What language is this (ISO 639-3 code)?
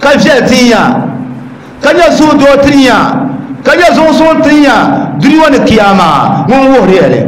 dag